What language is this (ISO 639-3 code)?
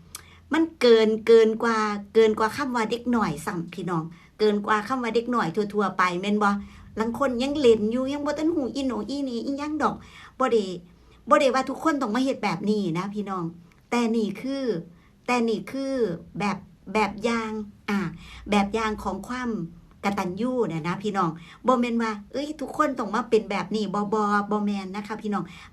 tts